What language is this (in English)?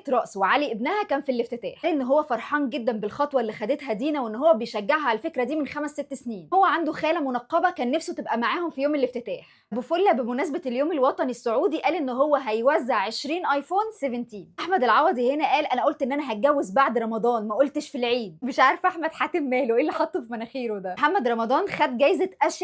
Egyptian Arabic